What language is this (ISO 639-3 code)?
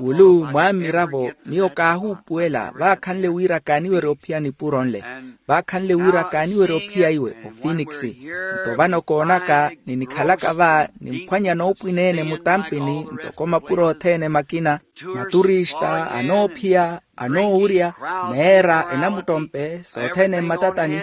vmw